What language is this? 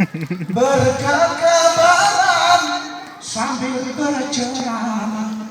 Gayo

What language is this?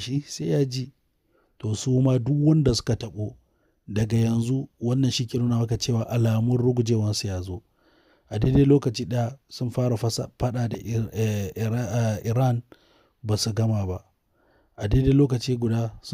Hausa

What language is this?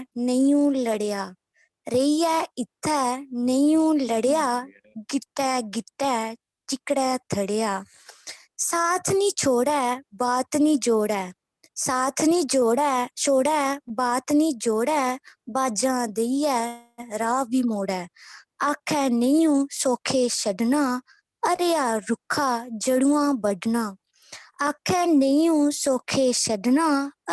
Dogri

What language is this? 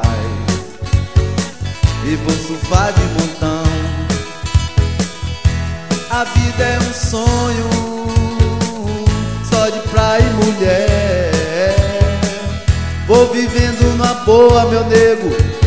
Portuguese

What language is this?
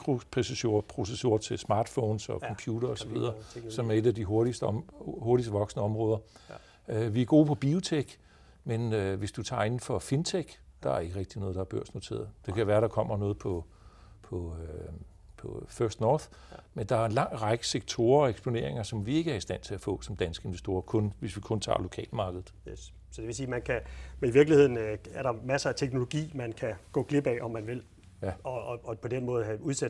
Danish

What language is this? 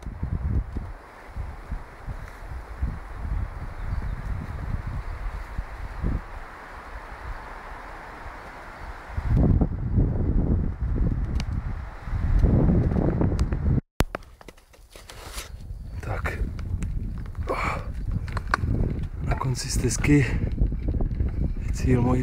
Czech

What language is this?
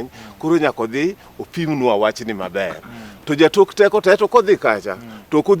Luo (Kenya and Tanzania)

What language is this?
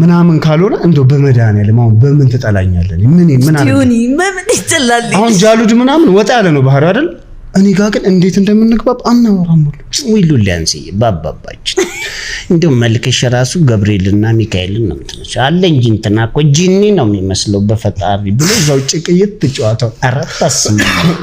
Amharic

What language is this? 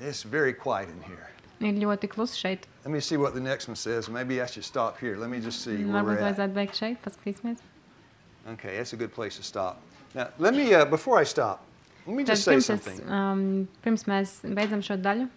Latvian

